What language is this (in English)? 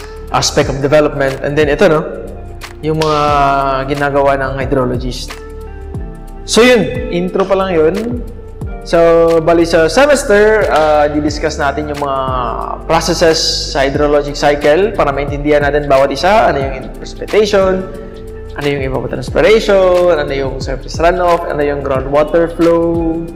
Filipino